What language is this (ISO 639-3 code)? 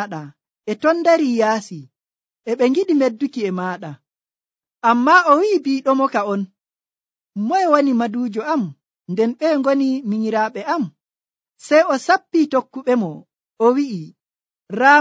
fuv